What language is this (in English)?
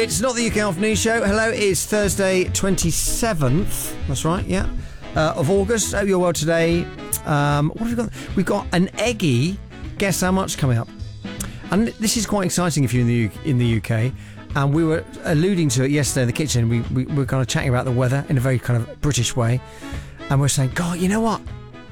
English